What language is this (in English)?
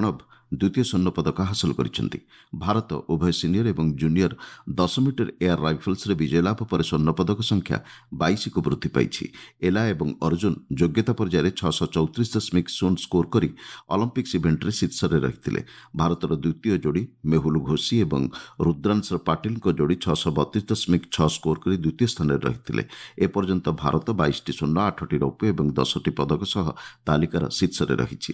Odia